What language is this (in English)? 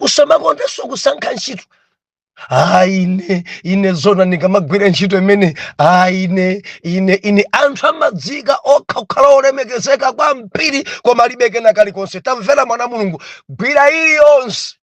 Nyanja